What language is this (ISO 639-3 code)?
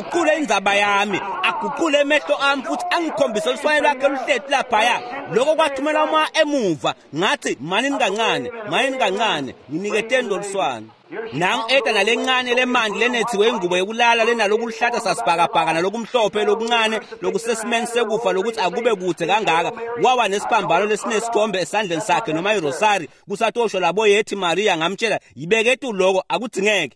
ssw